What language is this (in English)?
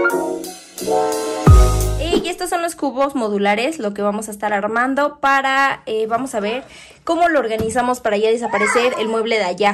Spanish